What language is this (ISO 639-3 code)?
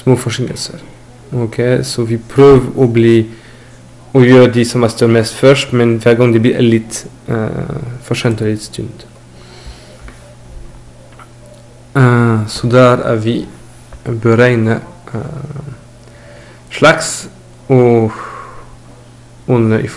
nor